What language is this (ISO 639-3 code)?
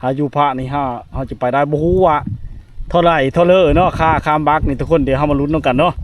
lao